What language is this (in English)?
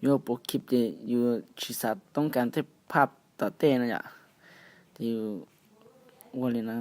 Hmong